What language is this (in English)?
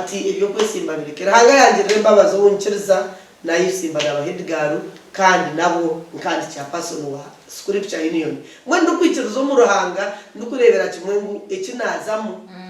Nyankole